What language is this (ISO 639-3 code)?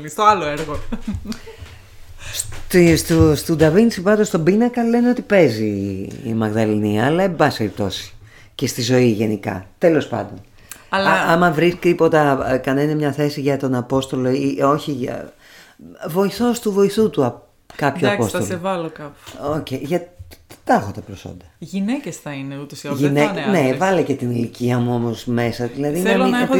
ell